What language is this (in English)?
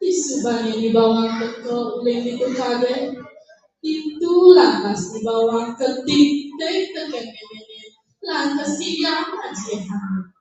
Balinese